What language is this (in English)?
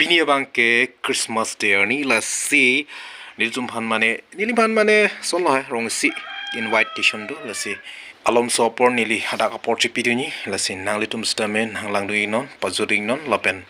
Karbi